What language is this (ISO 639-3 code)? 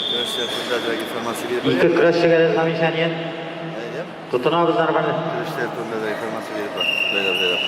tat